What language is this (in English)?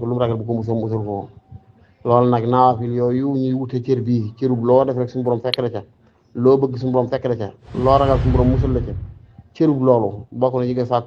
Wolof